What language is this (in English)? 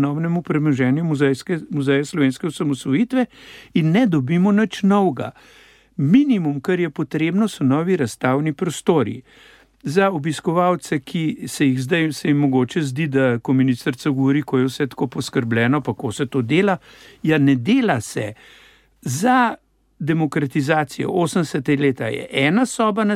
Slovenian